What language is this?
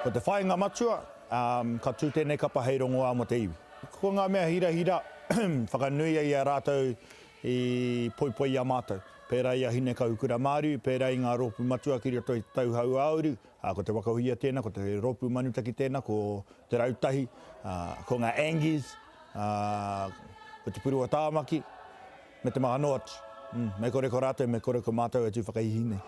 Māori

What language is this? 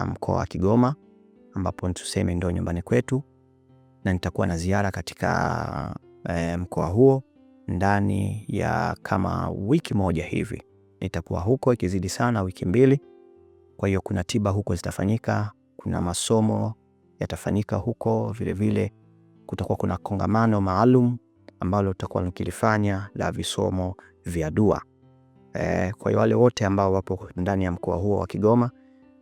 Swahili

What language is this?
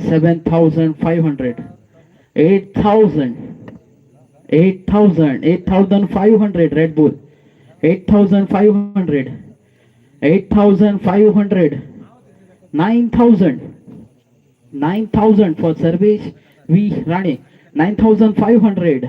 Konkani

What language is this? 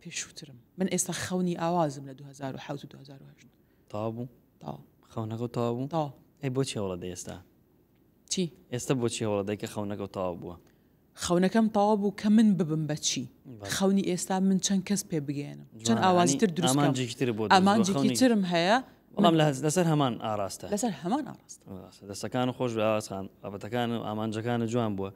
Central Kurdish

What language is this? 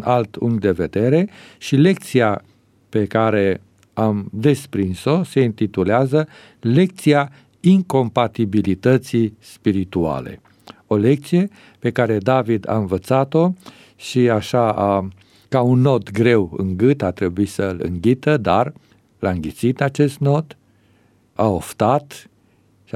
Romanian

